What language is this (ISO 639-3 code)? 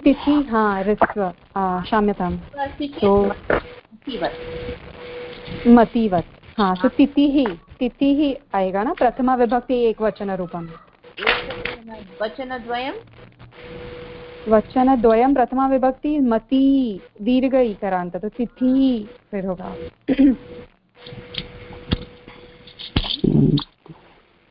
hin